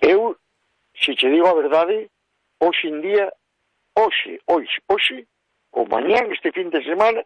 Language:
Galician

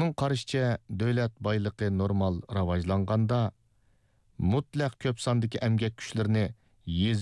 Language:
Uyghur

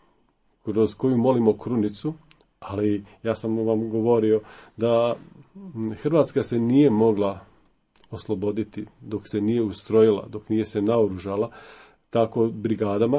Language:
Croatian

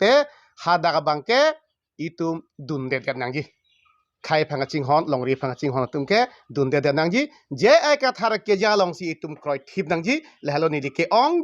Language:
Karbi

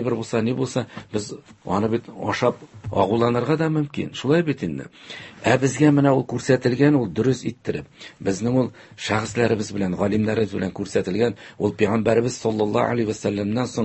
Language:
Tatar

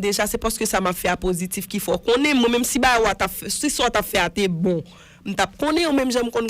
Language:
Haitian Creole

